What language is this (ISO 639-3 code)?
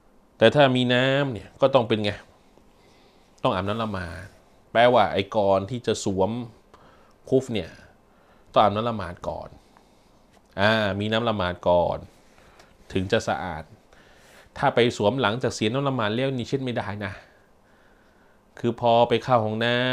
tha